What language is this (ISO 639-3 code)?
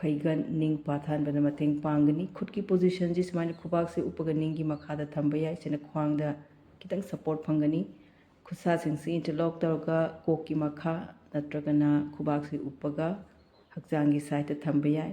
mni